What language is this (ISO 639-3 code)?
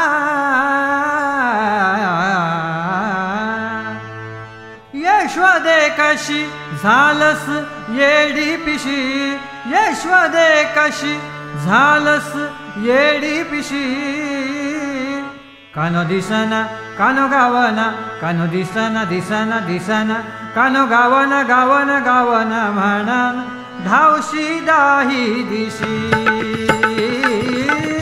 mar